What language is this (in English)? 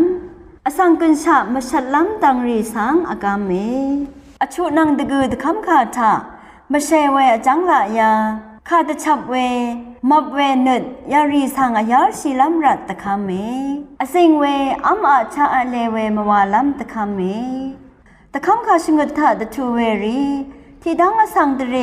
Rawang